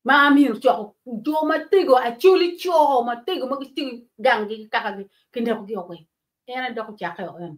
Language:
Acoli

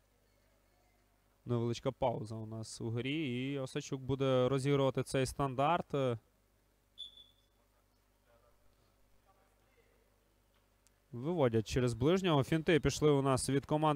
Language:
Ukrainian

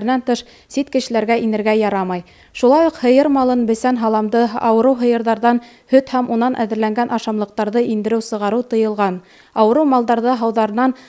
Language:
Bashkir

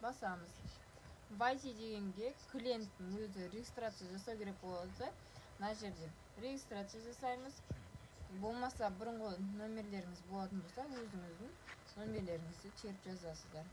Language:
Kazakh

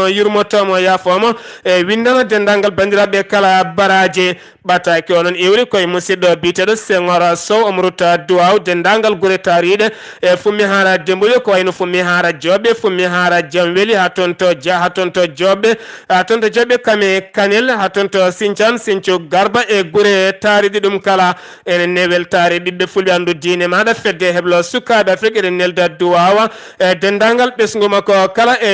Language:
Fula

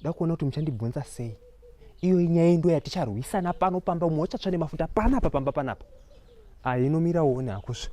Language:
Shona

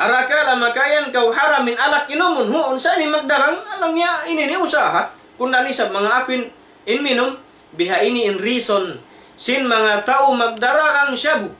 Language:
Tausug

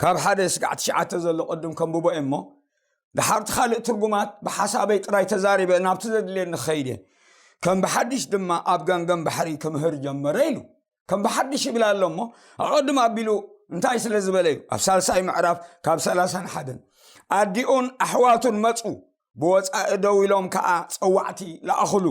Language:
Tigrinya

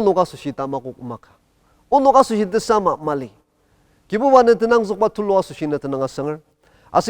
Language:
Ao Naga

